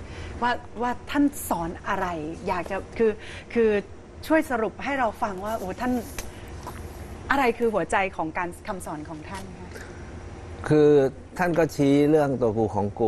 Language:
Thai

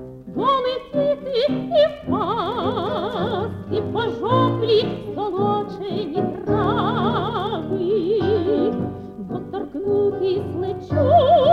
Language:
Ukrainian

